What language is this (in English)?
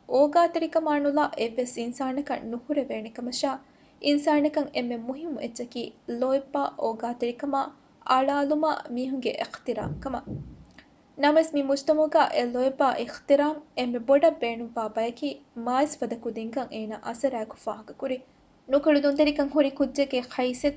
Divehi